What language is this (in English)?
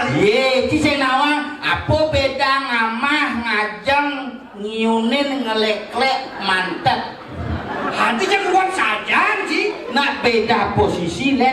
Balinese